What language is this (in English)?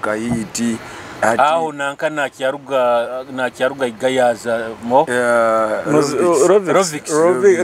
Nyoro